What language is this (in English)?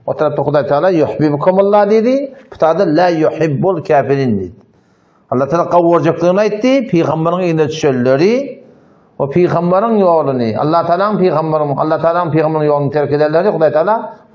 Turkmen